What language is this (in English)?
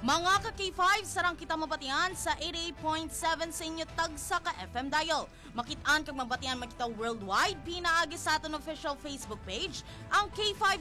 Hiligaynon